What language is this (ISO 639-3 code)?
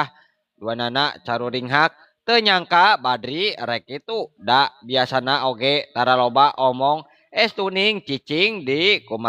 sun